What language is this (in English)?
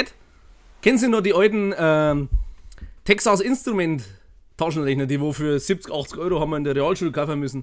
Bavarian